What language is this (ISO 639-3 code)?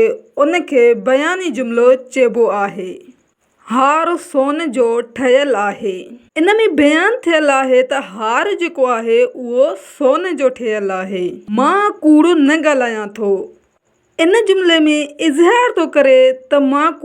snd